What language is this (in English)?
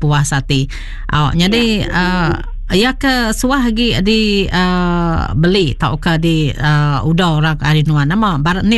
Iban